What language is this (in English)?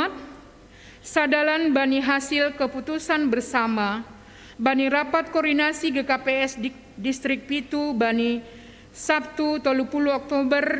Batak Simalungun